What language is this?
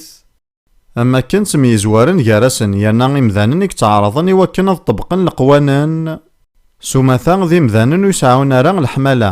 Kabyle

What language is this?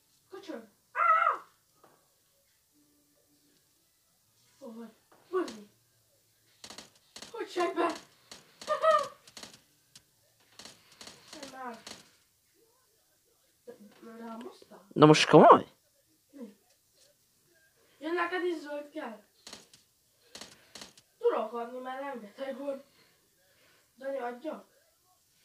Hungarian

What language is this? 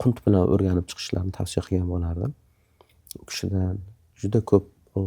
Uzbek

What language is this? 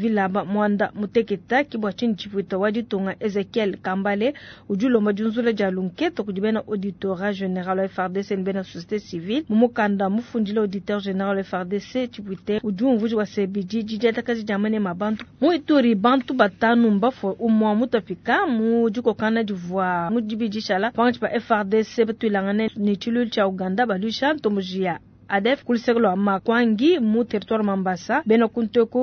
Luba-Lulua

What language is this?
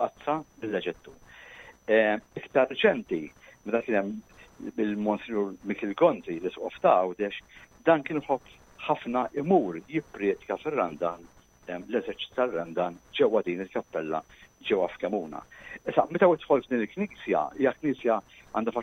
Maltese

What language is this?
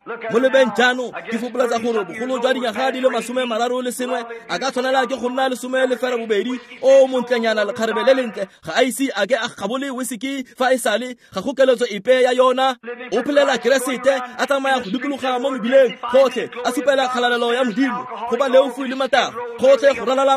Tswana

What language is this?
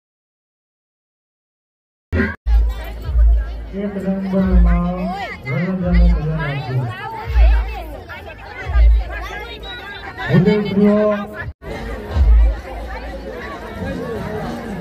Gujarati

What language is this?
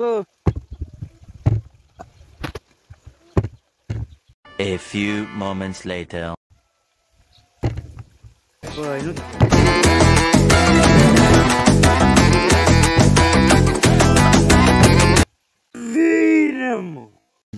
Romanian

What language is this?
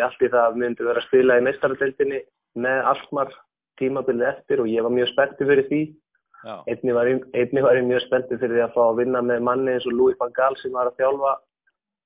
Icelandic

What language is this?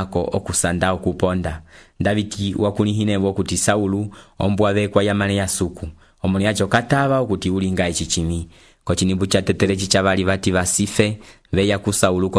Umbundu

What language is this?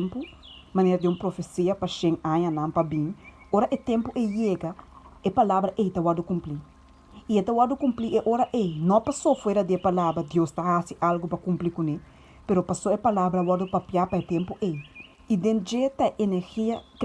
Papiamento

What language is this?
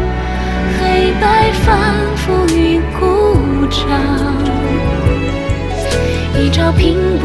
Chinese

